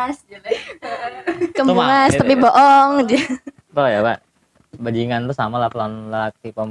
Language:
Banjar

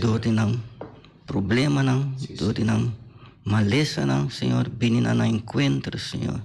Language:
Papiamento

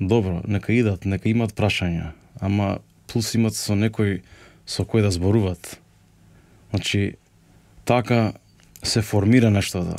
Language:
Macedonian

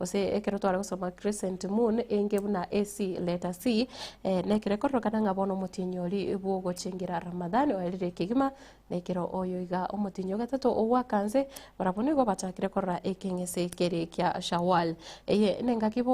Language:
Gusii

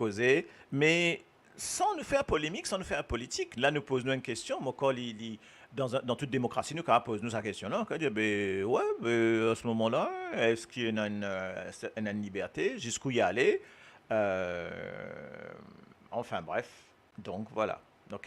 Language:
Morisyen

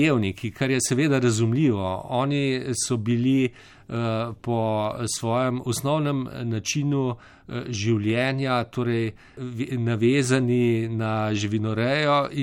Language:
Slovenian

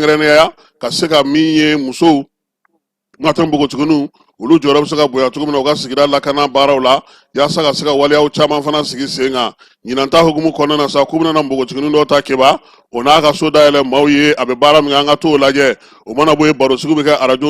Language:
Bambara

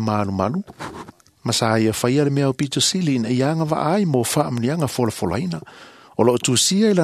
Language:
Samoan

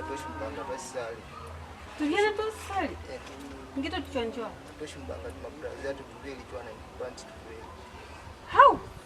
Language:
Lozi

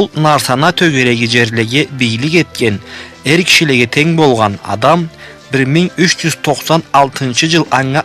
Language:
Karachay-Balkar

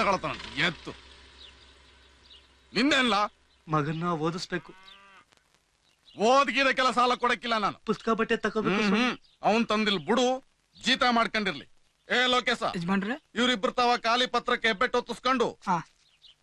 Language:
Kannada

